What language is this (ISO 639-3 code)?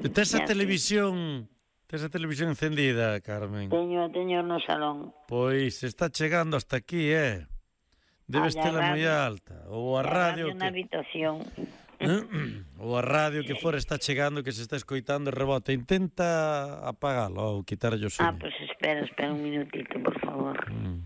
glg